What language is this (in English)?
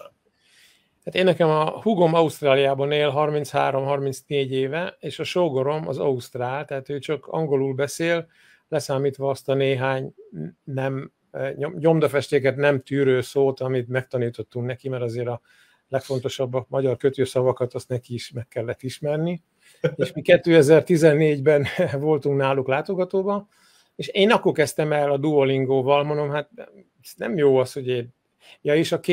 Hungarian